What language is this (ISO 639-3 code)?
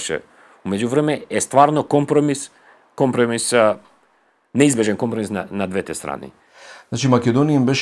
mkd